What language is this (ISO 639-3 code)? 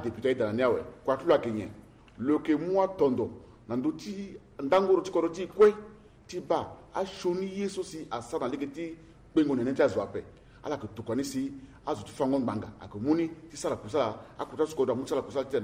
sag